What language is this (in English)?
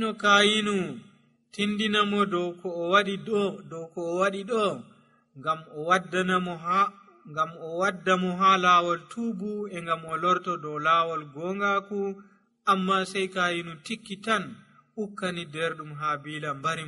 Nigerian Fulfulde